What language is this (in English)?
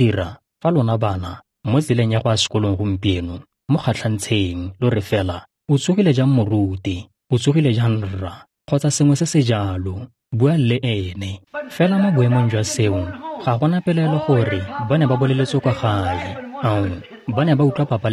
Tswana